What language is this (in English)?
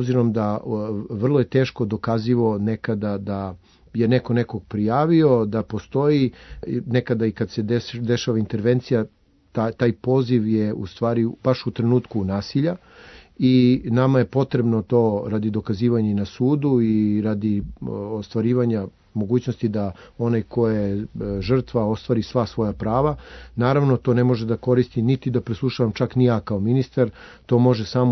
Serbian